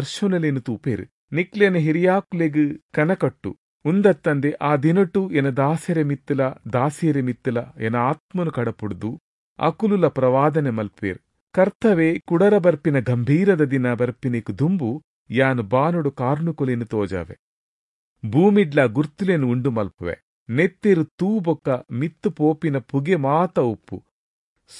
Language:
Tulu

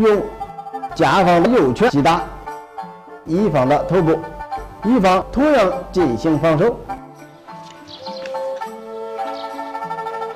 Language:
Chinese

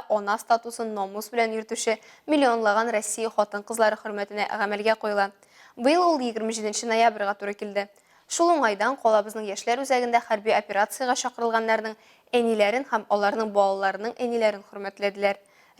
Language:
Tatar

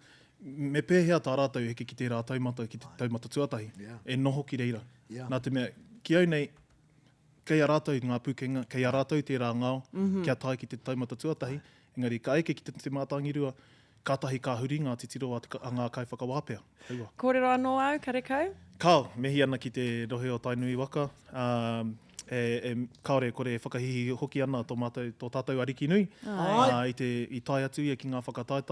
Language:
Māori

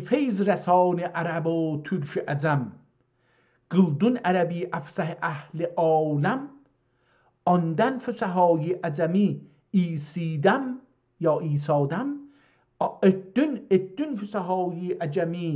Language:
South Azerbaijani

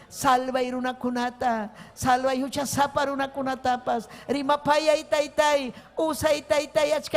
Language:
Ayacucho Quechua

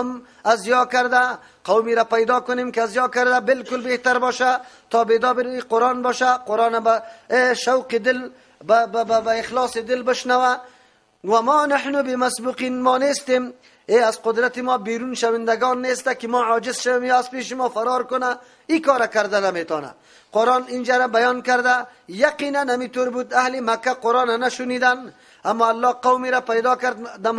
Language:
Persian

